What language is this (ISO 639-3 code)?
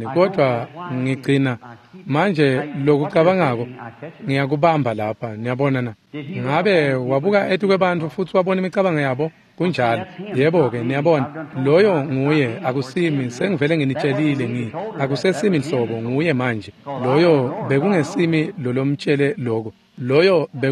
ssw